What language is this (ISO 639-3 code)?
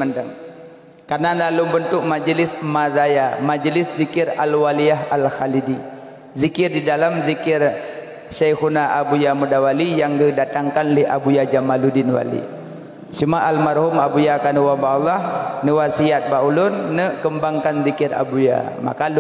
ace